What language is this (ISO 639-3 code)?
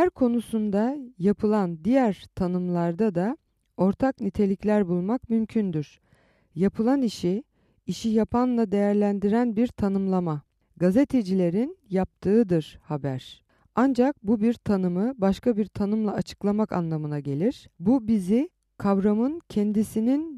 tur